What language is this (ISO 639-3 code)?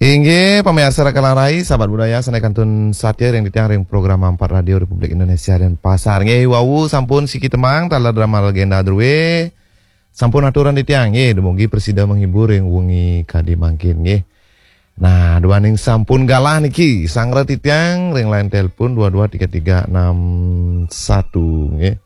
ban